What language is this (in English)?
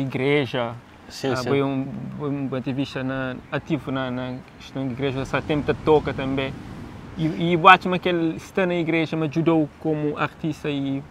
Kabuverdianu